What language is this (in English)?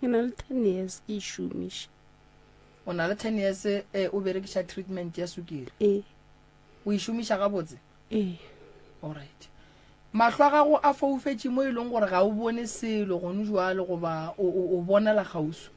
Northern Sotho